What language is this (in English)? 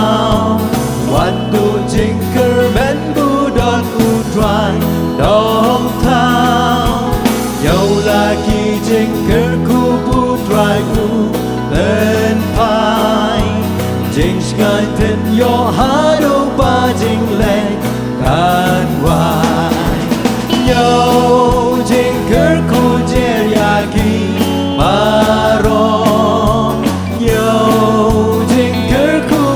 Khasi